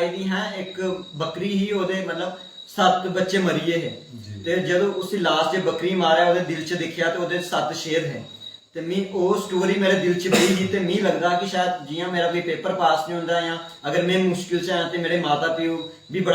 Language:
Dogri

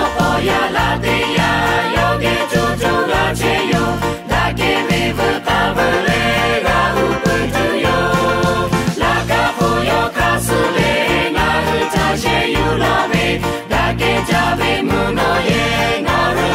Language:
Lahu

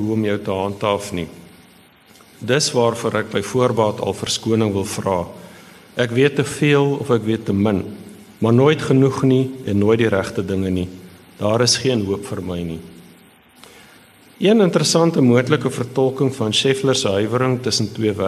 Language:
Afrikaans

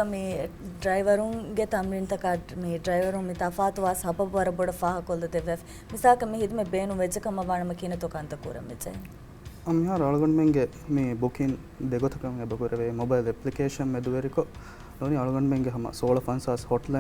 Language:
Divehi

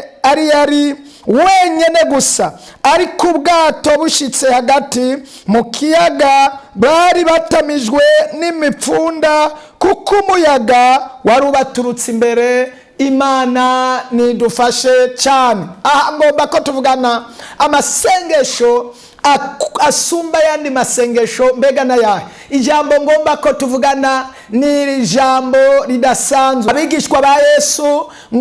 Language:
Rundi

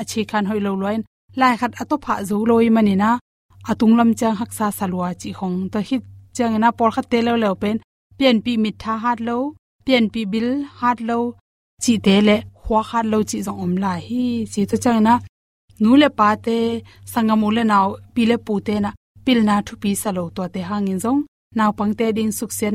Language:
Tedim Chin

